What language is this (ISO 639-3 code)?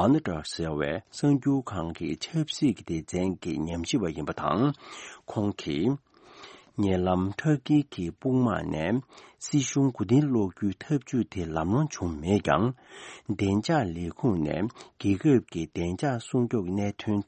bod